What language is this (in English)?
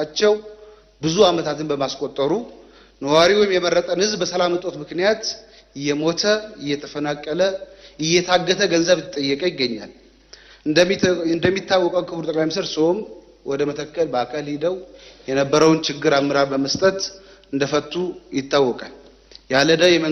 Amharic